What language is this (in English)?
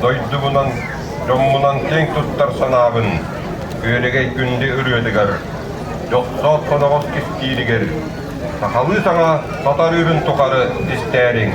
Yakut